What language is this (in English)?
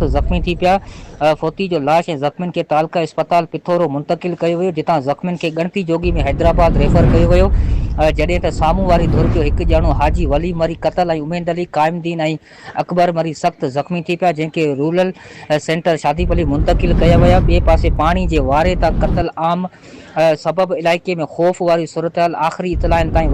Sindhi